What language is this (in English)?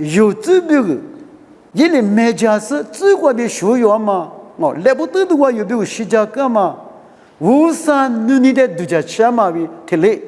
Lisu